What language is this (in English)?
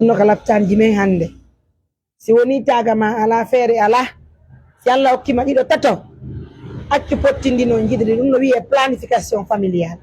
Fula